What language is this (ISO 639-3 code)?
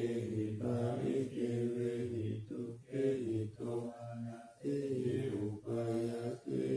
pli